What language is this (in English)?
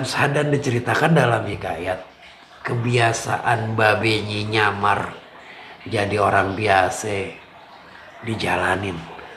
Betawi